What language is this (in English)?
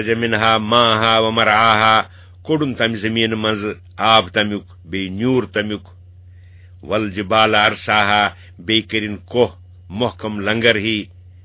Kashmiri